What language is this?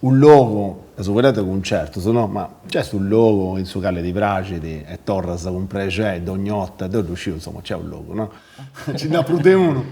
Sardinian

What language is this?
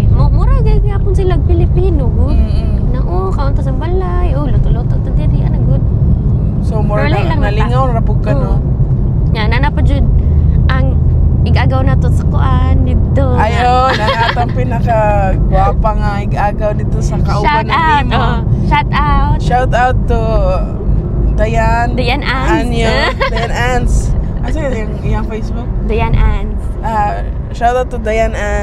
Cebuano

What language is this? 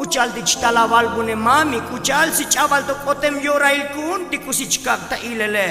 Tzotzil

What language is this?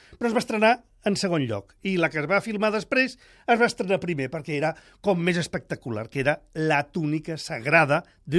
Catalan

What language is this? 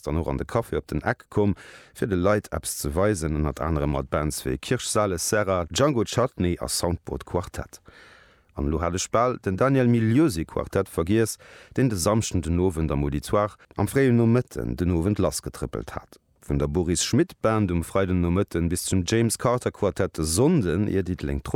Luxembourgish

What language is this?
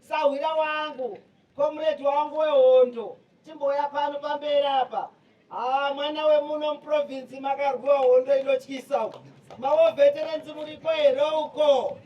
Shona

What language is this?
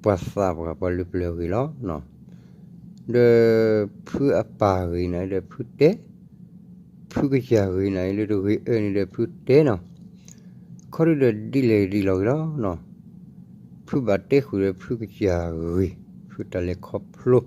S'gaw Karen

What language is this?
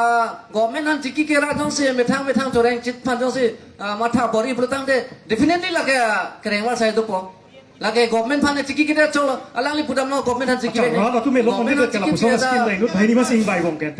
Karbi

